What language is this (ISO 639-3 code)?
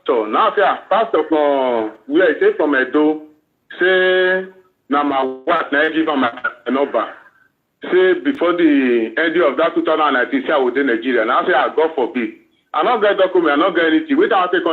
pcm